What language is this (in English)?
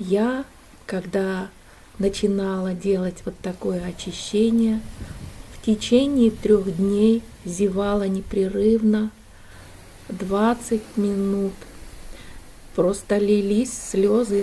Russian